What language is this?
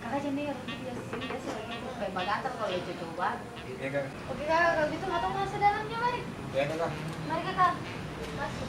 Ambonese Malay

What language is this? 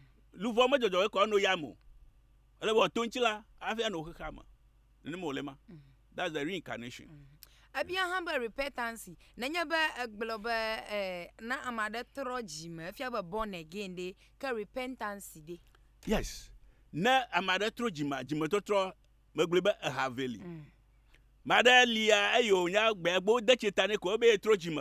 Ewe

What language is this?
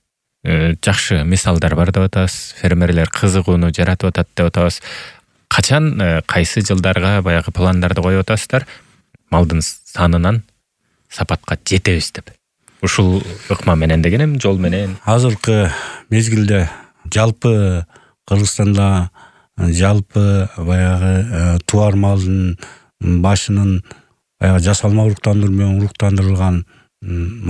Kyrgyz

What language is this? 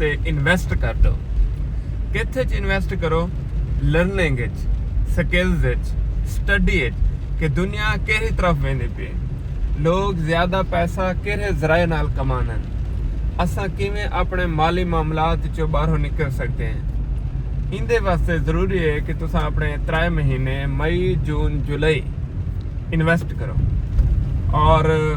Saraiki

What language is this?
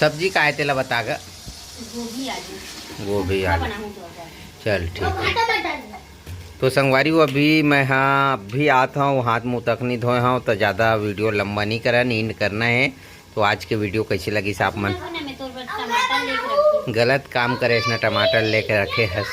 Chhattisgarhi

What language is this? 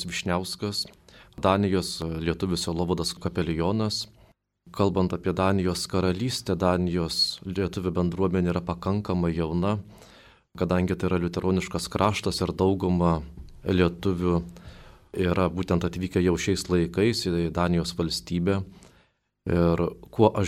Lithuanian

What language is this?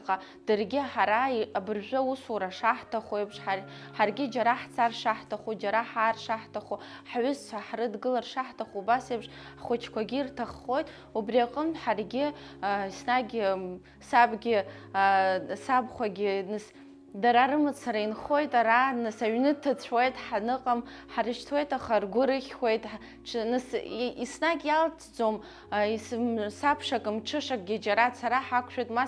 Abkhazian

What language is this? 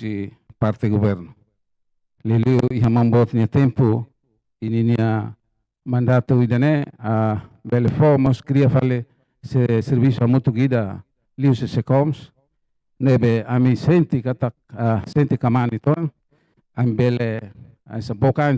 Tetum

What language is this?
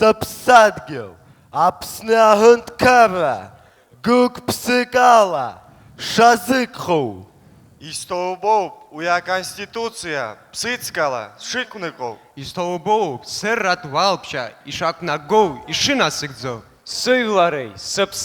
Abkhazian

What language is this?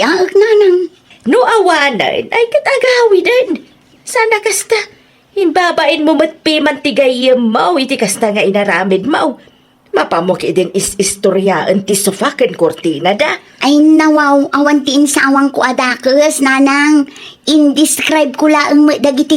Iloko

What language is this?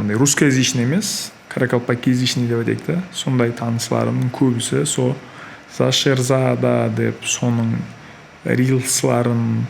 Kara-Kalpak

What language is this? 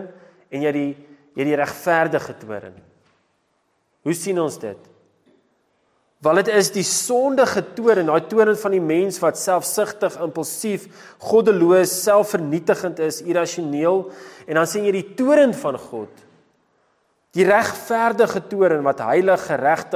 Afrikaans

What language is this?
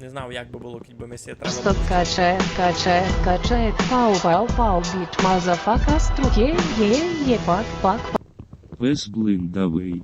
Rusyn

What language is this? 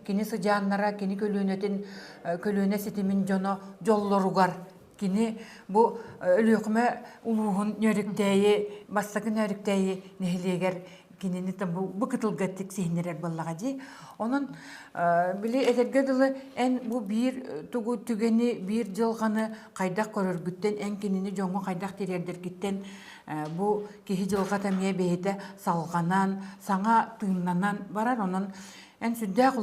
Yakut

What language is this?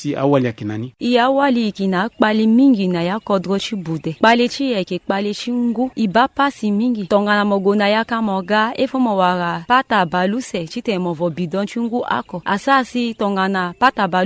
Sango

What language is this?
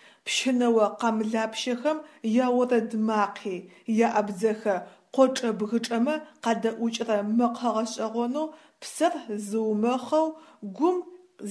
Adyghe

